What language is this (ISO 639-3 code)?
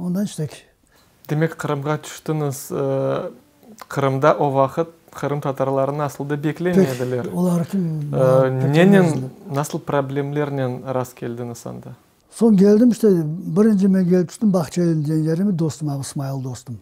crh